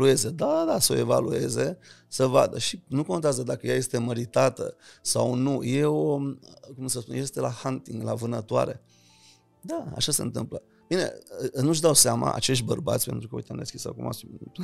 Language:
Romanian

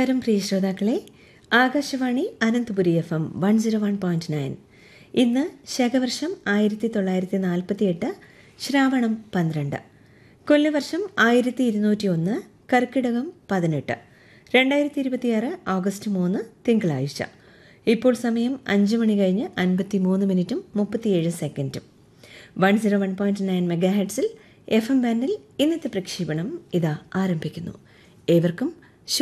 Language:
Malayalam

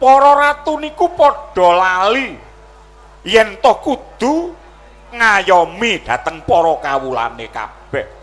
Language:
Javanese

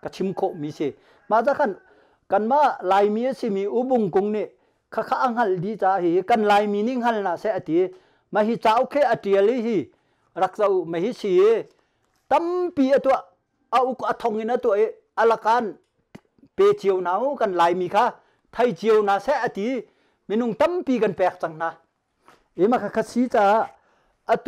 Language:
Hakha Chin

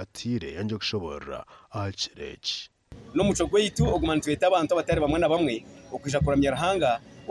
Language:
Nyankole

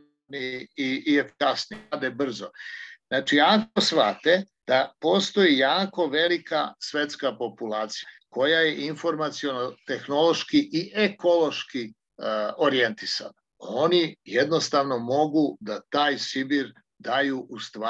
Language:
Serbian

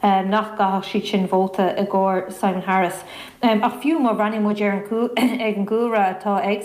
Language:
Irish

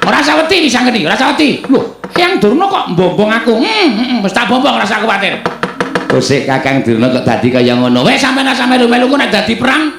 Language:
Javanese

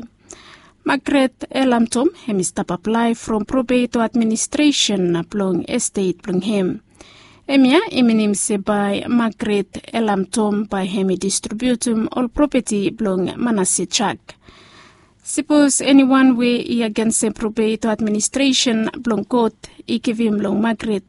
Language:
Bislama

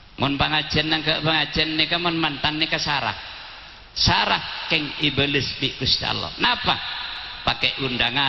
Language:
Madurese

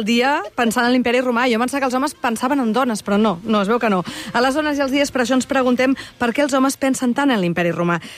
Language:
Catalan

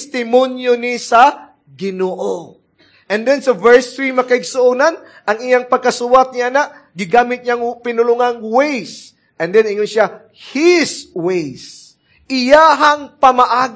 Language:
Cebuano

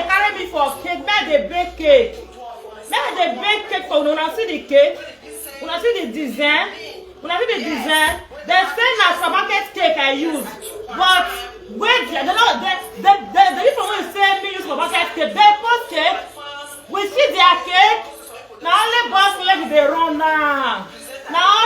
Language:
Nigerian Pidgin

